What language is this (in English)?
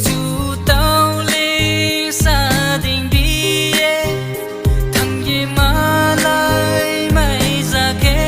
Riang (India)